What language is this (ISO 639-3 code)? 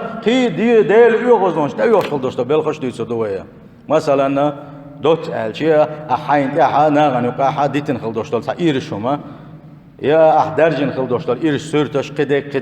che